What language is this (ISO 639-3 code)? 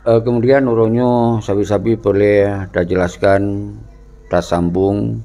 ace